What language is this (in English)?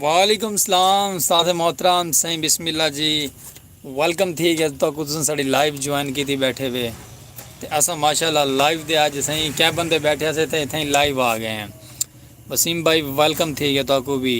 Saraiki